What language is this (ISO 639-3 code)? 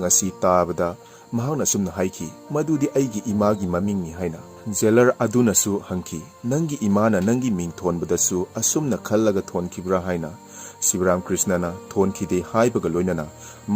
mni